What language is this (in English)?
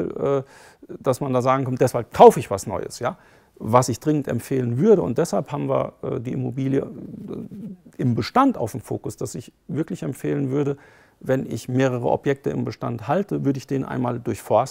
German